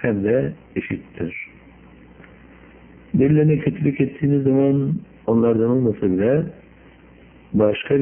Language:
Turkish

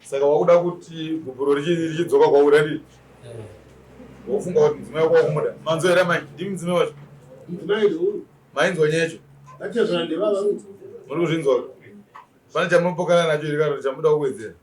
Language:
Shona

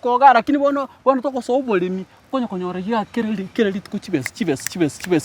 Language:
Gusii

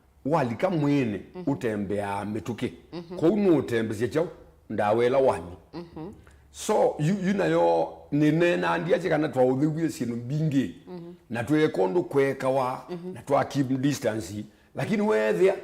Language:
Kamba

